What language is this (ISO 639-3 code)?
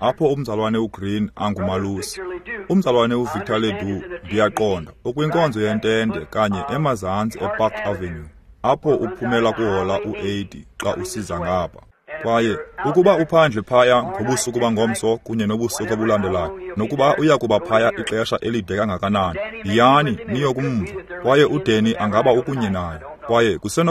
xho